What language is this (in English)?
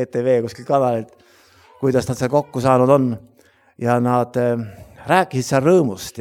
Estonian